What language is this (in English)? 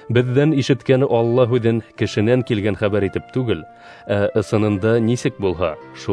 Bashkir